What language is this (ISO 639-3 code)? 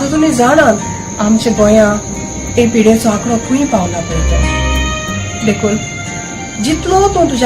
kok